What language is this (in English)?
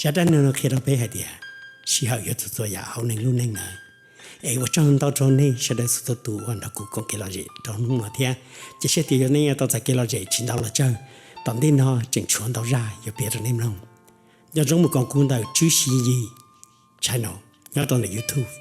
Hmong